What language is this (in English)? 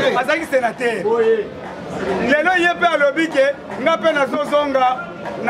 Lingala